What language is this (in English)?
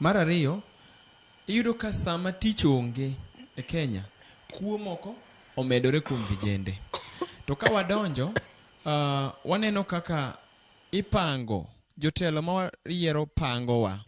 Luo (Kenya and Tanzania)